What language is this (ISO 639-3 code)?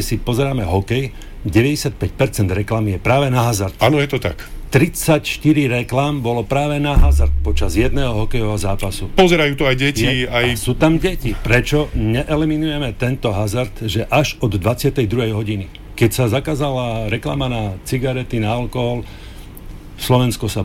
slk